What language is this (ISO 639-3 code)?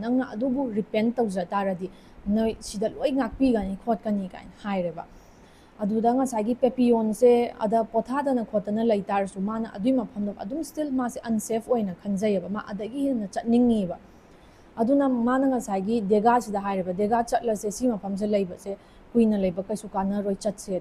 mni